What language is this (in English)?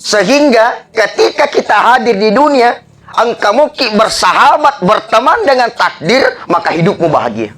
Buginese